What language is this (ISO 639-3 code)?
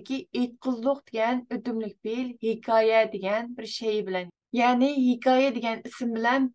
uig